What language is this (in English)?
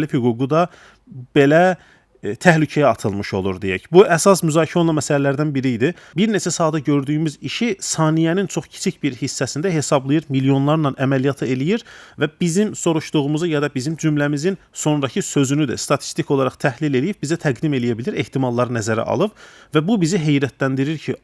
Azerbaijani